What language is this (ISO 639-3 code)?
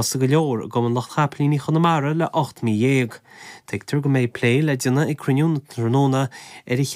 gle